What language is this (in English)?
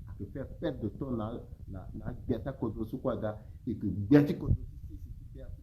Sango